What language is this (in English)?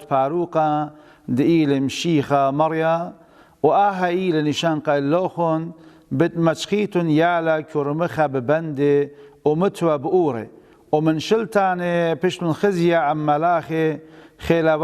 Assyrian Neo-Aramaic